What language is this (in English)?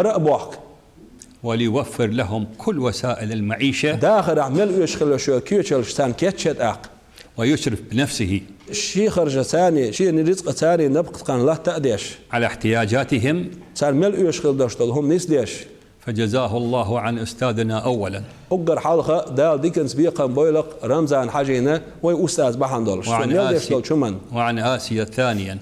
Chechen